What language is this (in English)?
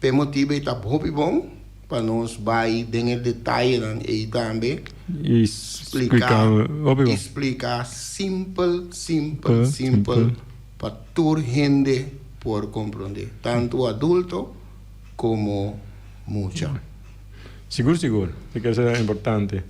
Papiamento